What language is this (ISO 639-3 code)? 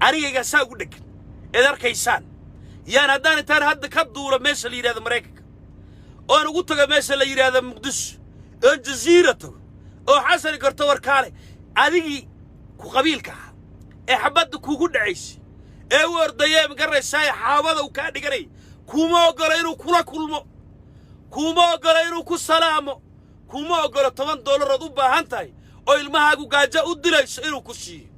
som